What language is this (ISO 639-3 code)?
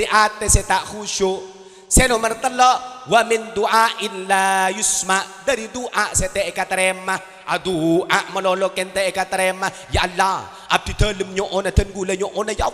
mad